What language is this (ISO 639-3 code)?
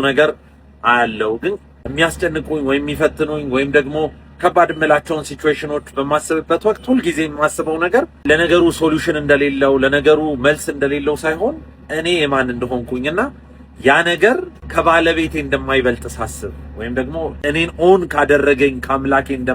amh